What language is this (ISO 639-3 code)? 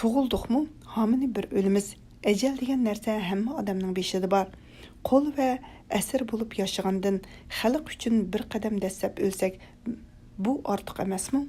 uig